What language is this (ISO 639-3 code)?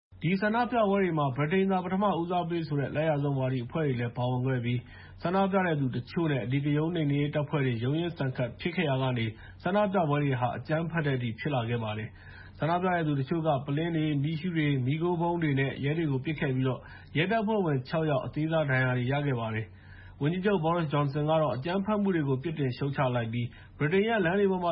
mya